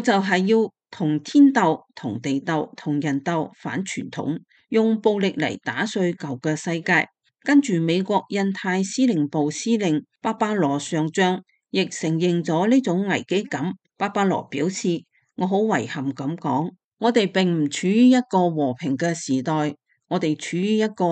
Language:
Cantonese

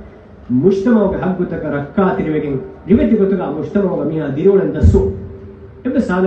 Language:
Divehi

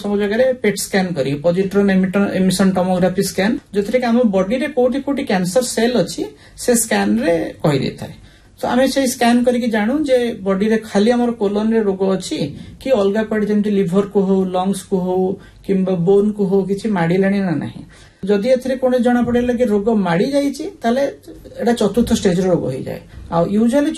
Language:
Odia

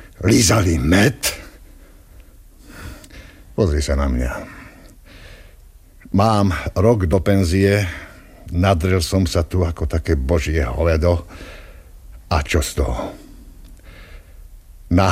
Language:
Slovak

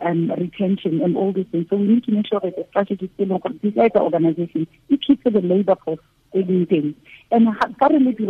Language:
Tswana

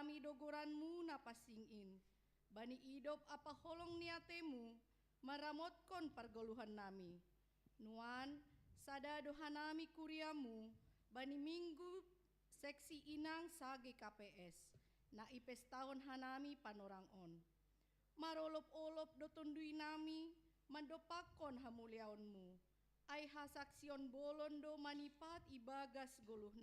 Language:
Batak Simalungun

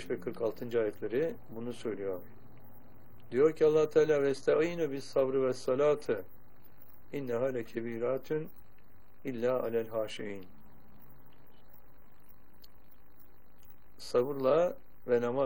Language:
Turkish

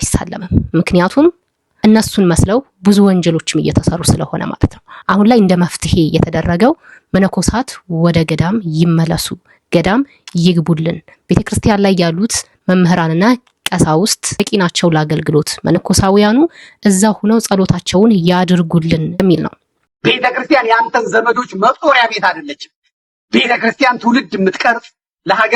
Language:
Amharic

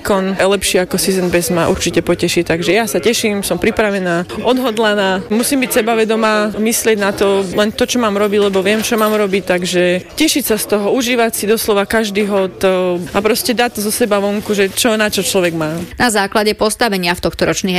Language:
Slovak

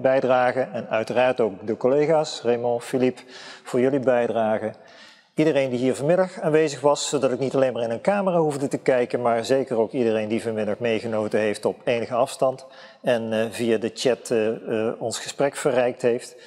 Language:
Dutch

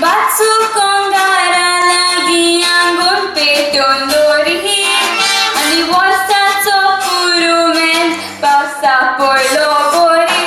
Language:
Konkani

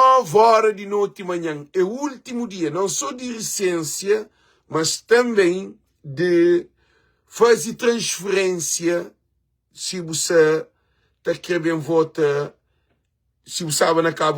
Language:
Kabuverdianu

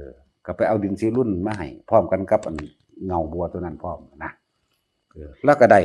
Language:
Northeastern Thai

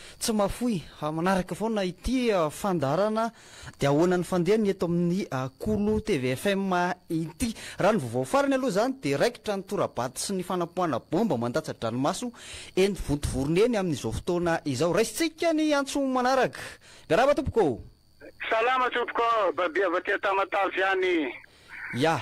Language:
Malagasy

